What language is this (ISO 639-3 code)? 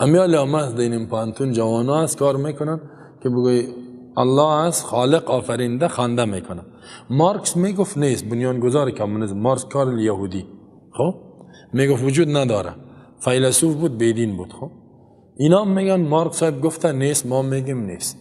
fas